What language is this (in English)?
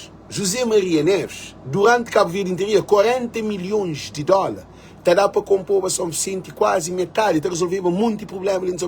Kabuverdianu